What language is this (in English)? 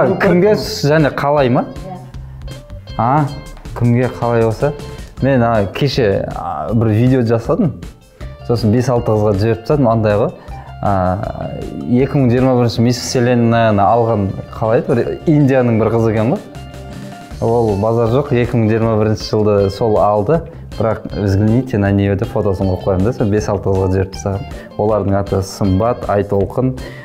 Kazakh